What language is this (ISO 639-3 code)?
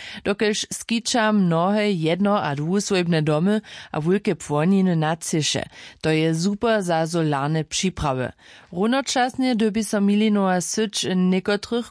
hsb